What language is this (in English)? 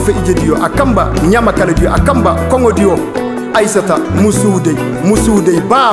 Koyraboro Senni